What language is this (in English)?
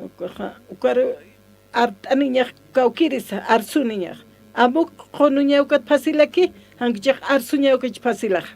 Aymara